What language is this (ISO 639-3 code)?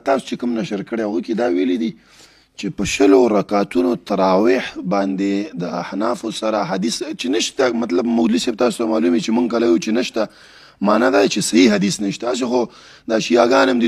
pus